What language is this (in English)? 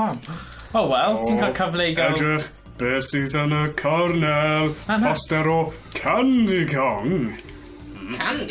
Welsh